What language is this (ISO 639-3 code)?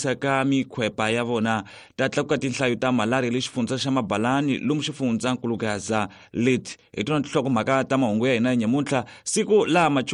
tso